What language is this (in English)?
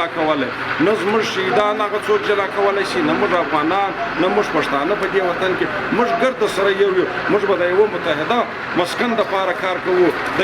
Pashto